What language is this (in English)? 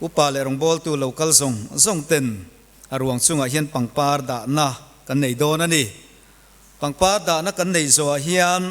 Mizo